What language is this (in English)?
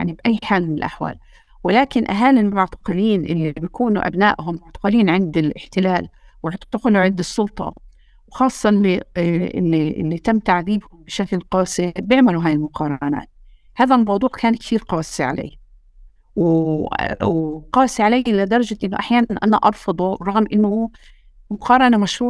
North Levantine Arabic